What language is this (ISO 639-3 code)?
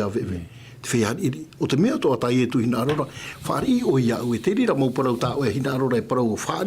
tah